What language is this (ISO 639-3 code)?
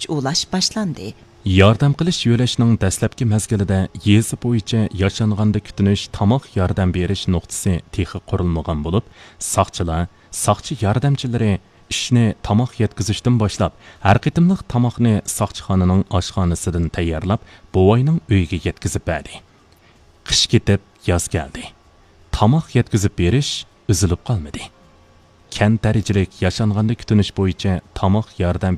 uig